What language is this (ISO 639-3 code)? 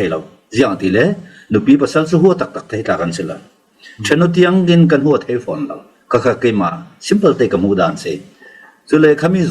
cfm